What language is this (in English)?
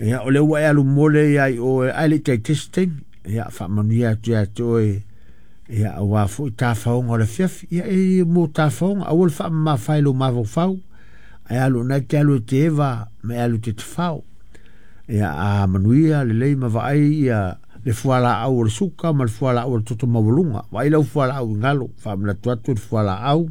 Samoan